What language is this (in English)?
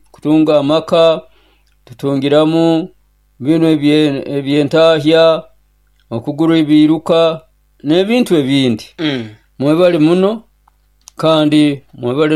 Nyoro